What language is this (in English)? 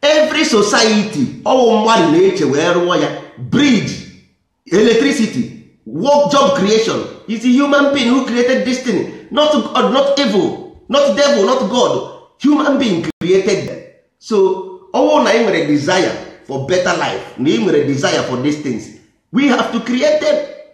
Igbo